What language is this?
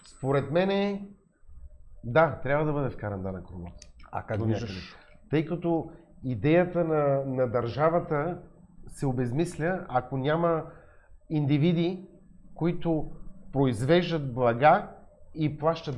Bulgarian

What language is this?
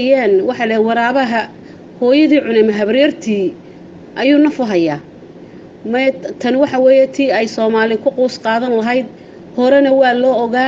Somali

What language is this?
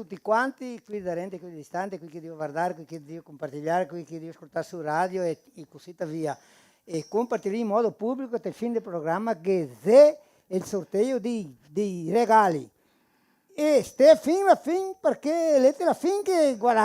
Venetian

